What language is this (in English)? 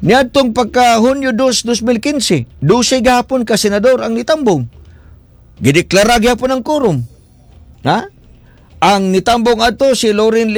Cebuano